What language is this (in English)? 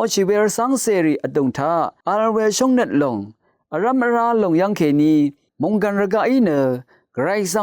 Rawang